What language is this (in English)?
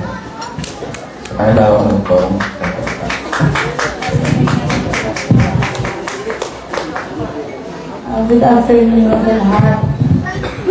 Filipino